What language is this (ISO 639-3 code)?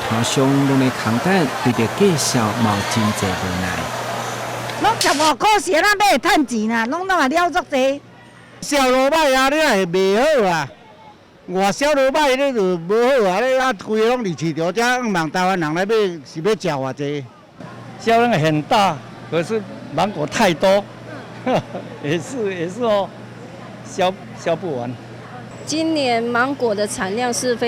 nan